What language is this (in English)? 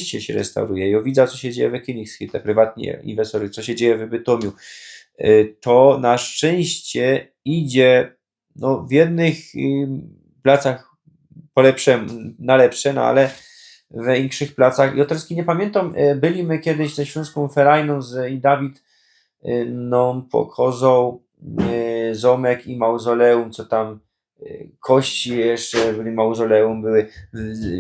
Silesian